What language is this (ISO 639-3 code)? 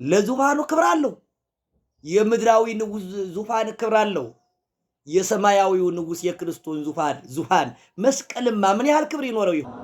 amh